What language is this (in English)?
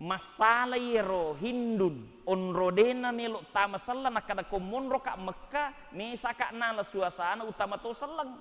Buginese